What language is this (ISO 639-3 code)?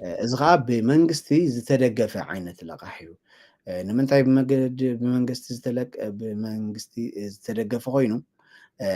tir